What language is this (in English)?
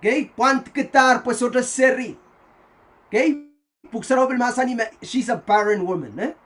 Pohnpeian